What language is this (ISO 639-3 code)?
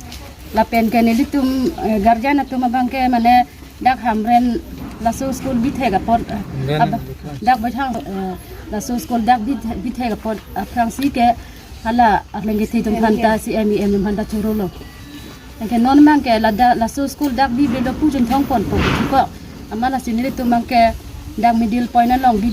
mjw